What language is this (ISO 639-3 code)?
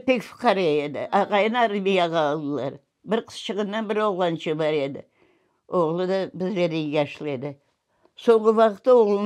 crh